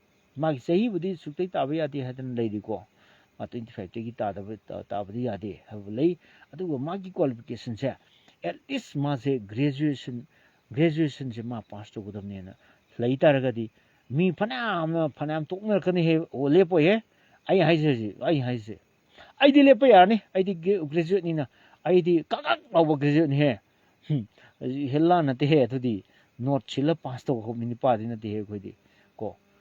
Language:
Manipuri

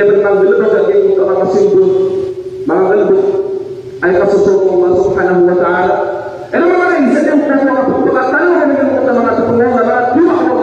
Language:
Maranao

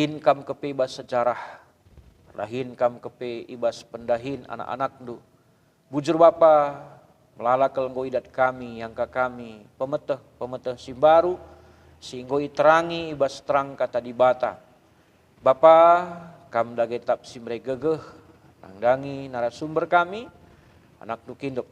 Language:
Batak Karo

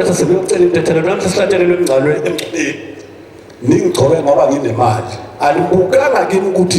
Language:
Zulu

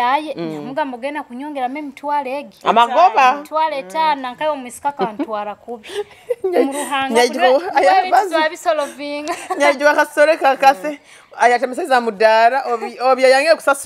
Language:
Nyoro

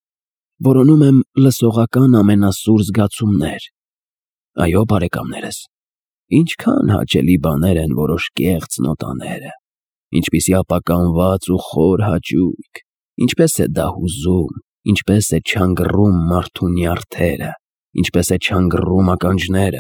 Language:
Armenian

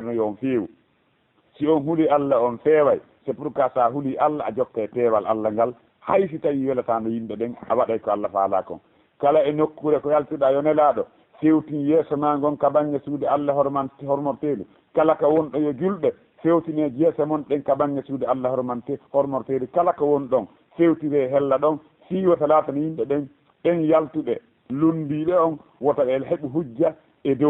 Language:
Fula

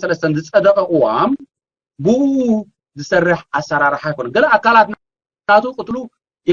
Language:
Tigrinya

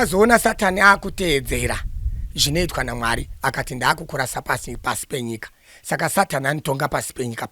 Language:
Shona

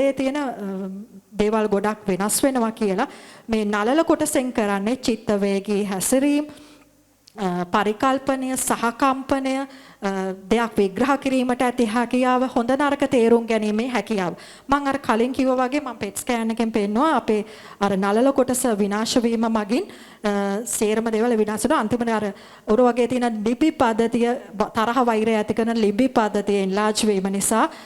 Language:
Sinhala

